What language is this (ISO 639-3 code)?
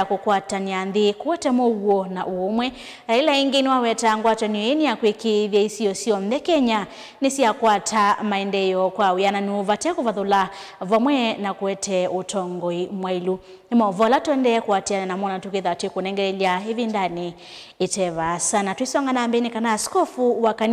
kam